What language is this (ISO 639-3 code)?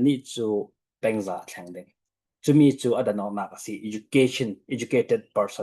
cfm